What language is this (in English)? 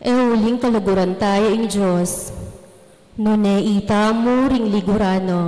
Pampanga